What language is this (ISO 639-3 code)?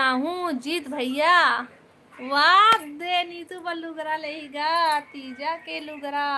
hne